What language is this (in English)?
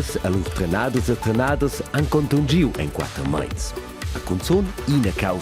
Romansh